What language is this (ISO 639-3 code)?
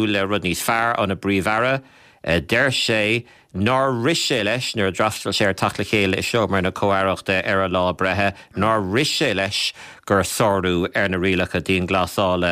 gle